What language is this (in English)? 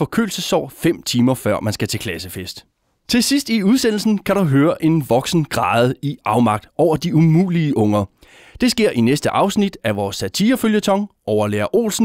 Danish